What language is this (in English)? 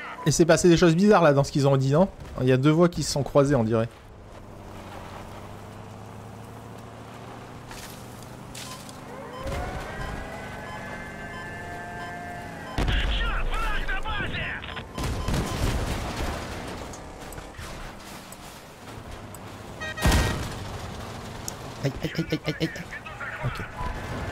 French